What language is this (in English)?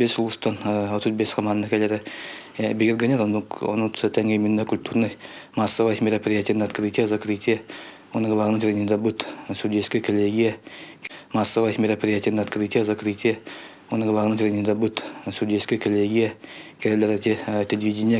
Yakut